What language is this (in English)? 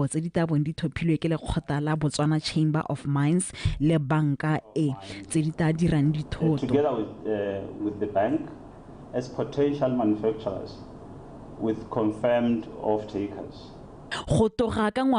Tswana